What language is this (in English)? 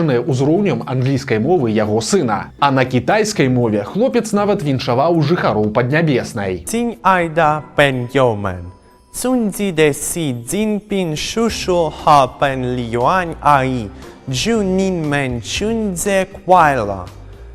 Belarusian